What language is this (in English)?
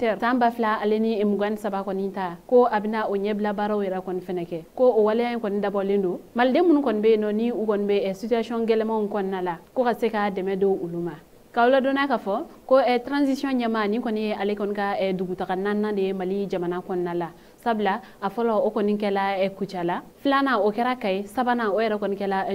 Bambara